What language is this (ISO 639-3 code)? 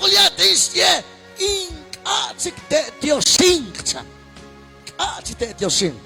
kek